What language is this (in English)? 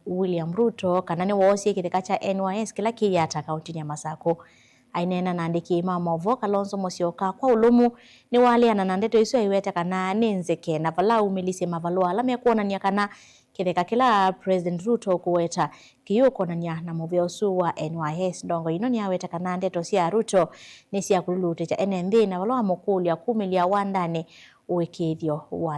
Kamba